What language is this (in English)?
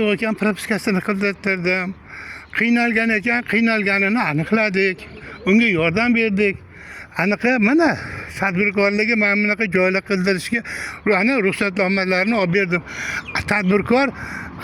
Uzbek